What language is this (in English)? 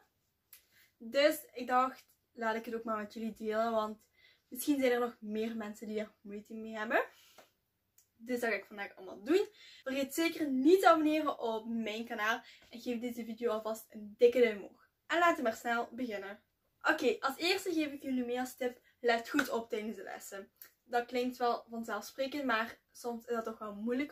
Dutch